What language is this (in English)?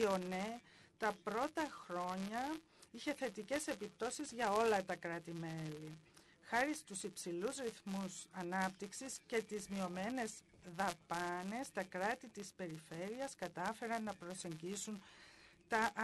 Greek